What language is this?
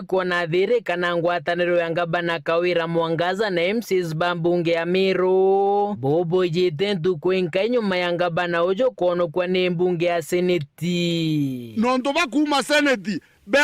Meru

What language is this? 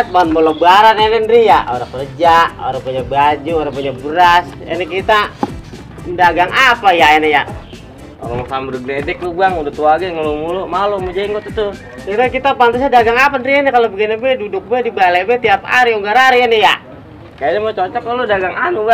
Betawi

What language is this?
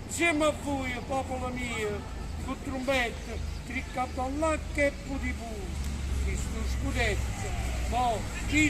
Neapolitan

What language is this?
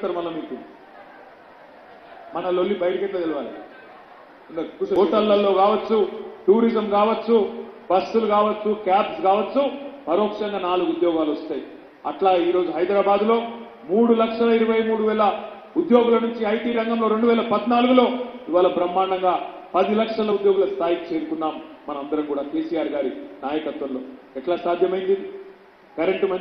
Telugu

